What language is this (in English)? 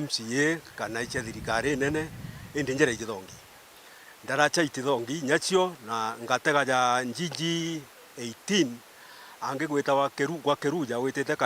Meru